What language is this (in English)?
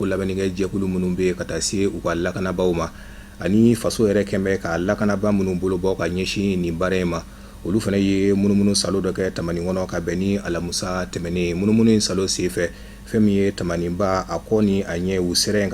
Bambara